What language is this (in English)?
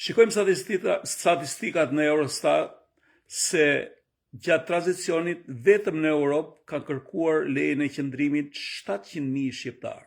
Albanian